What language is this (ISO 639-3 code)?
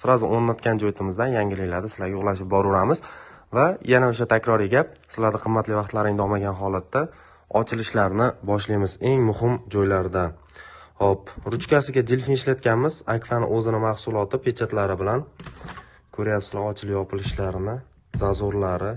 uzb